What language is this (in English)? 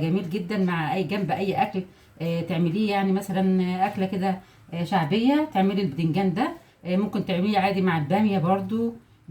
Egyptian Arabic